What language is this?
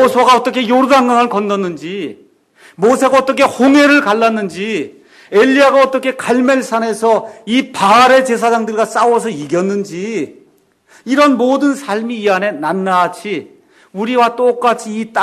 Korean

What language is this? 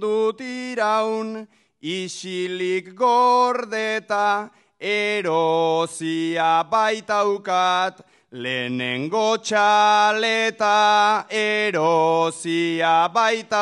Basque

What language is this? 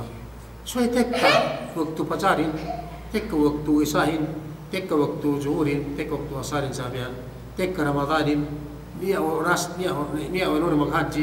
Yakan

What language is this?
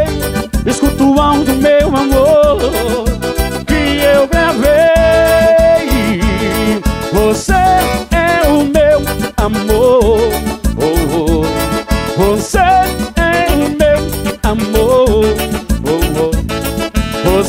Portuguese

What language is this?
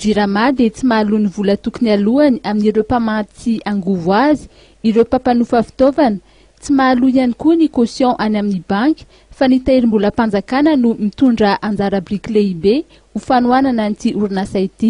Malagasy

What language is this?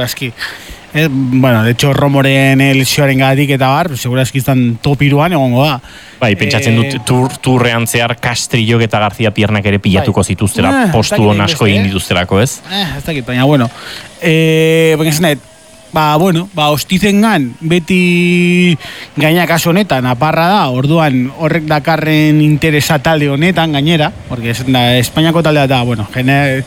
Basque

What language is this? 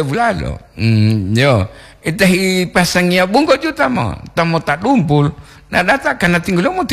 Gorontalo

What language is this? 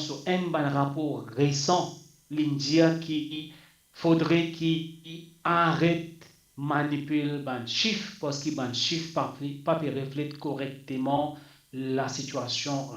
Morisyen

